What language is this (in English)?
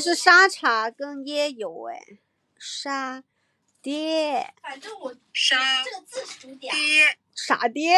Chinese